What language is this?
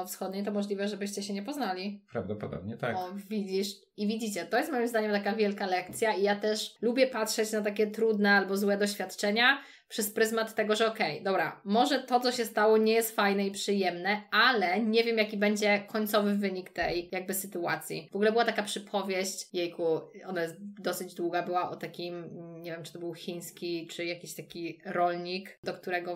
Polish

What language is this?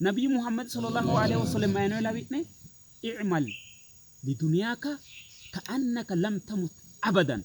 Sidamo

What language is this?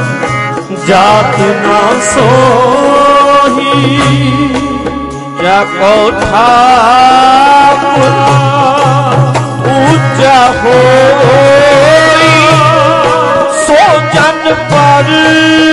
Punjabi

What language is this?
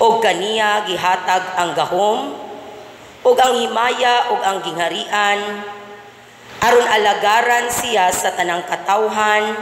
Cebuano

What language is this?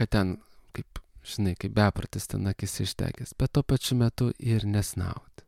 Lithuanian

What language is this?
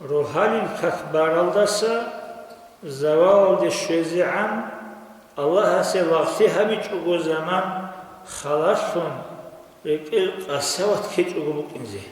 Avaric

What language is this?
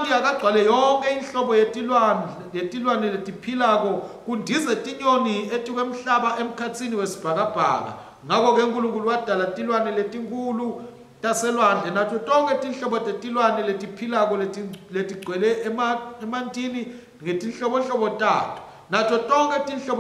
Swati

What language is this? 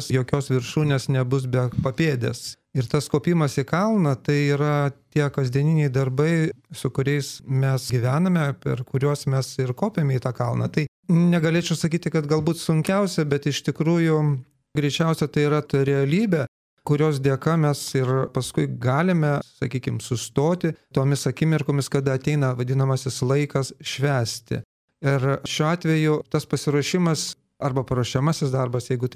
Lithuanian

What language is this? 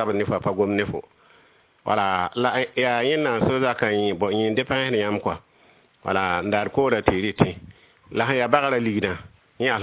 Mossi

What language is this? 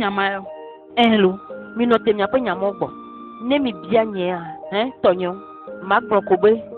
Ewe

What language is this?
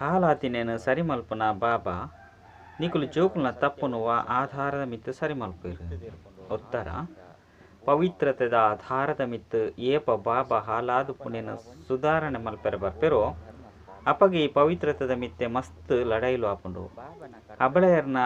Tulu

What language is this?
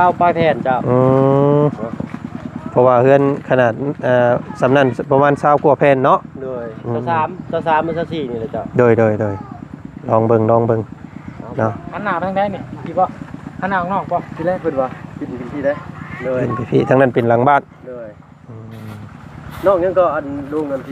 Lao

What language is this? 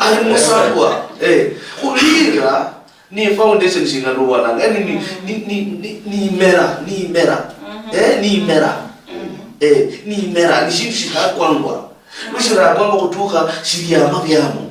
Luyia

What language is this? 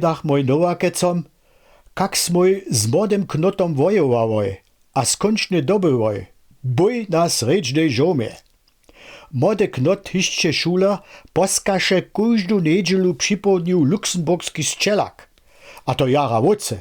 Upper Sorbian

